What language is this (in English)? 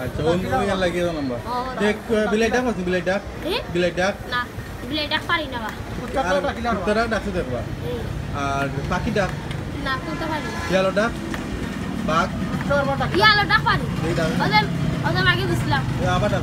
Sylheti